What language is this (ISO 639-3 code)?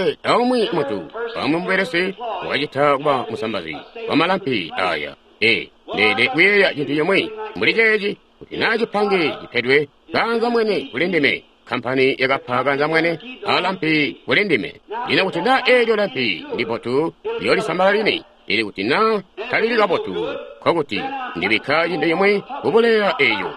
toi